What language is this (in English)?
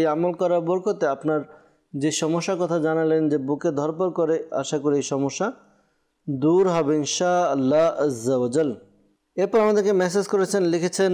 Bangla